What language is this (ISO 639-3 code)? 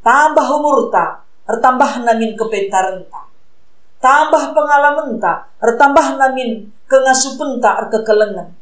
btx